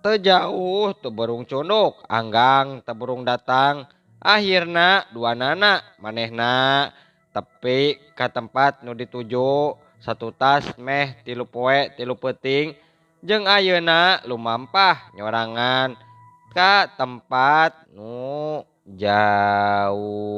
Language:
Sundanese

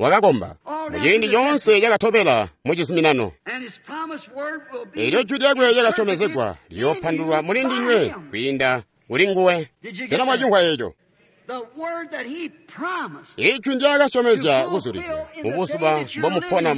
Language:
Tonga (Zambia)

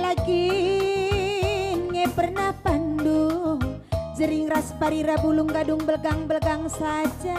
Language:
Batak Karo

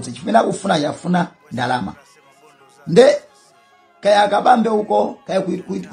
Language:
Nyanja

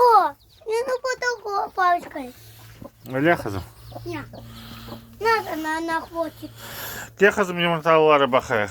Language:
Crimean Tatar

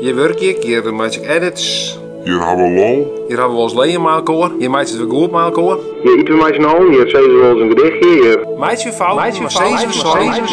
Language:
Western Frisian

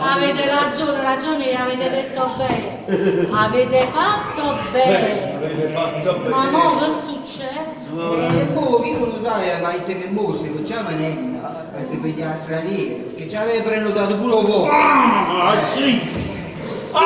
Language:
Neapolitan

